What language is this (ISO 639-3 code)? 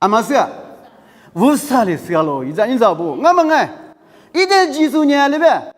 lis